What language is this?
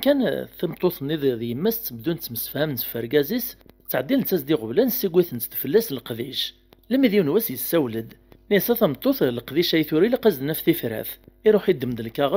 Kabyle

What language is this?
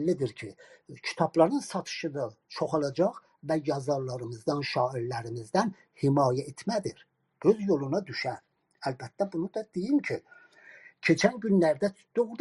South Azerbaijani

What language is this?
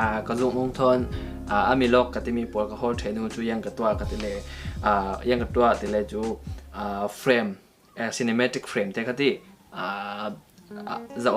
Falam Chin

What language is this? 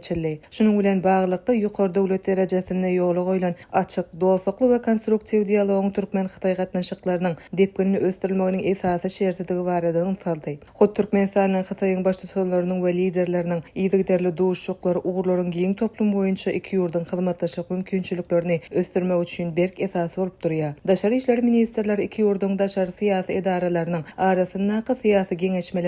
Turkmen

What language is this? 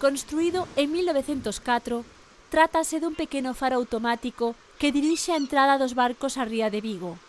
Galician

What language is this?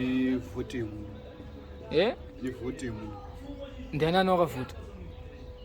Shona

